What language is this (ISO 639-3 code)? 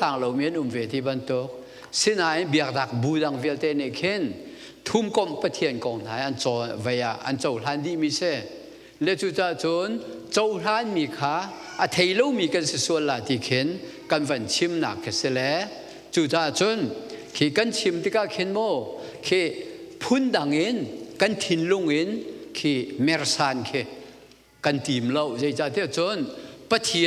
cnh